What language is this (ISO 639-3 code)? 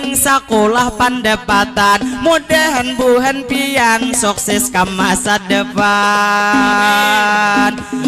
bjn